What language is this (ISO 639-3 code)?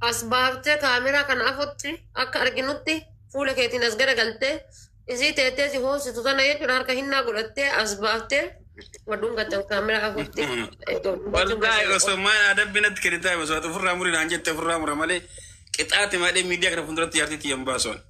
orm